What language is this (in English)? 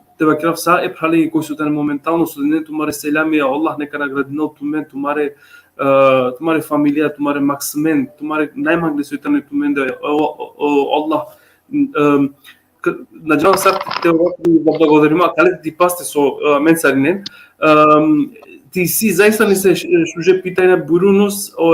Balkan Romani